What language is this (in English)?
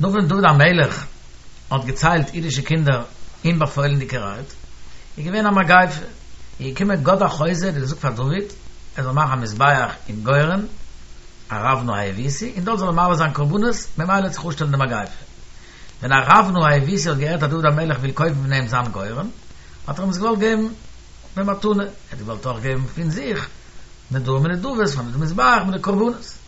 Yiddish